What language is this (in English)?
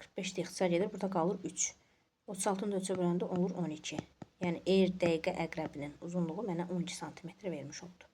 Azerbaijani